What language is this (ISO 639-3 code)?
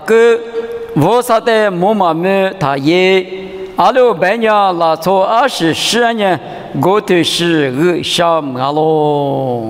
lis